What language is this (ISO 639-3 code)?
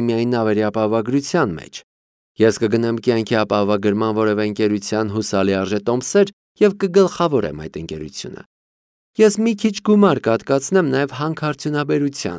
hye